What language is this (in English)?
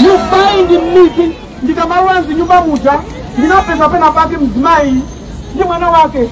Nyanja